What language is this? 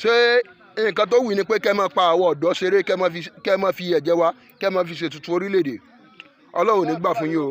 Yoruba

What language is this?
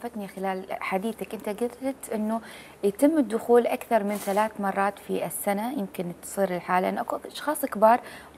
Mesopotamian Arabic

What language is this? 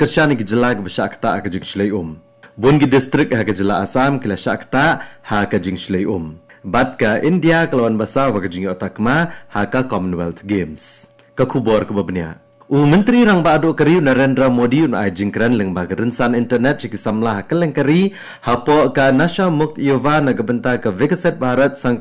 Khasi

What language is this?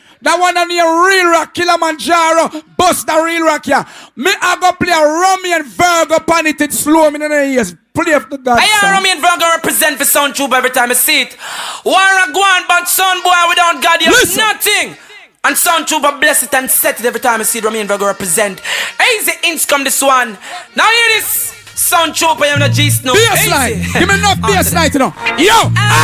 Jamaican Creole English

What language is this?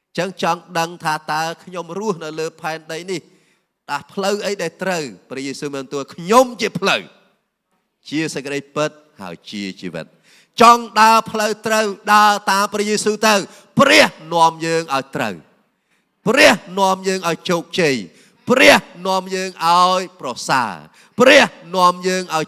Khmer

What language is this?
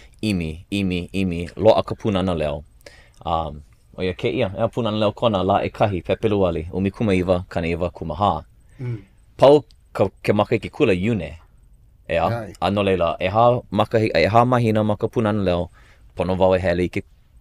Hawaiian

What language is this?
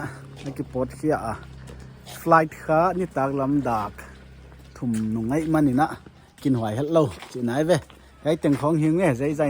Paite Chin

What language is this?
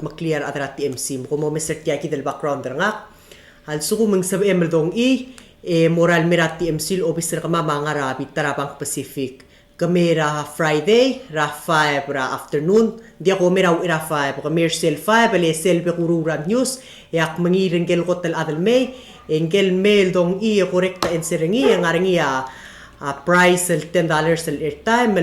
Palauan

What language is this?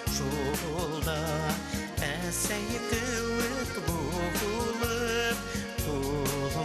Bashkir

